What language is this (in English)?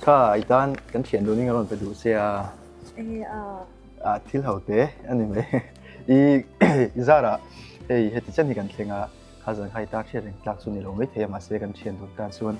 Mizo